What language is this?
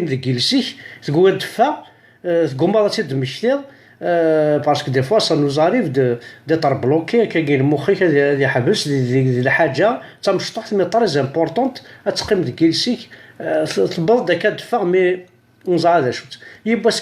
Kabyle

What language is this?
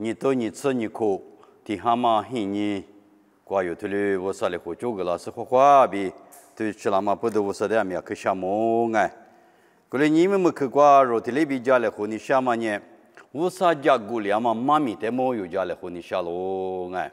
Lisu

